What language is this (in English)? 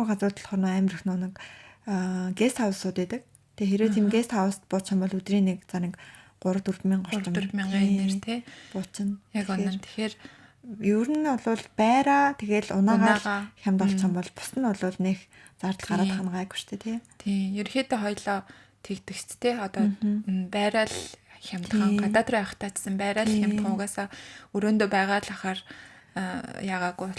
Mongolian